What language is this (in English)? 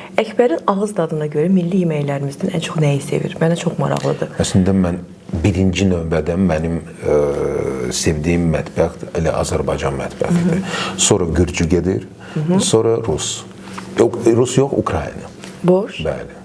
Azerbaijani